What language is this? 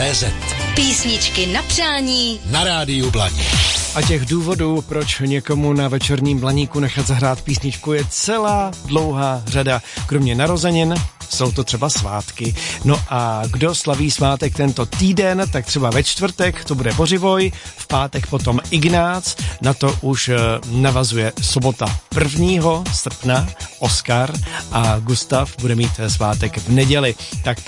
Czech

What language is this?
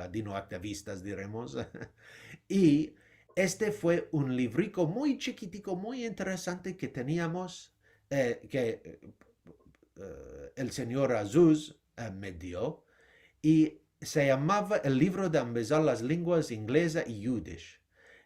Ladino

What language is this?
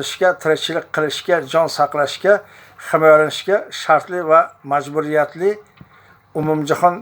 Uzbek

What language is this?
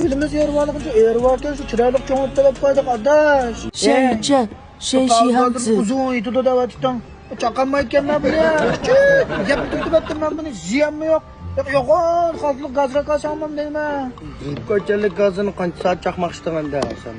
Uyghur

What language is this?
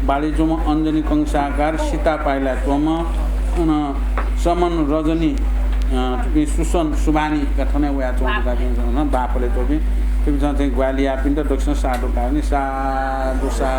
Newari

